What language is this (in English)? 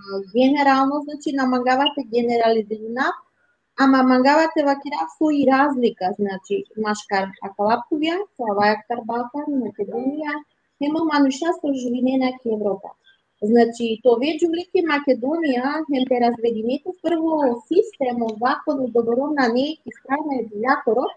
Balkan Romani